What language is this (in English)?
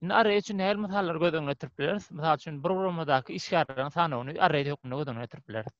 Turkmen